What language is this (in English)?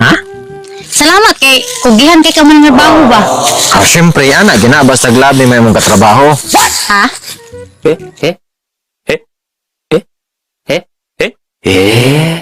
Cebuano